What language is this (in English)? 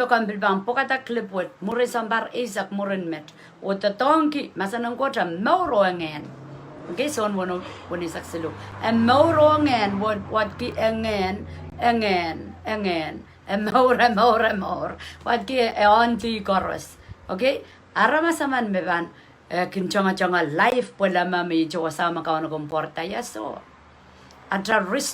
Pohnpeian